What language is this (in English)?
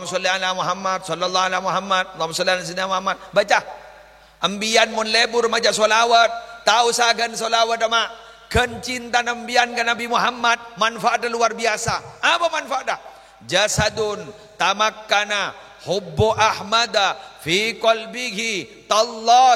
Madurese